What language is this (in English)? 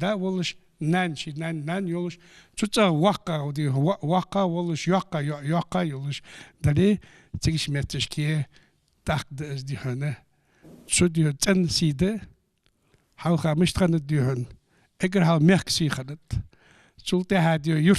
Ingush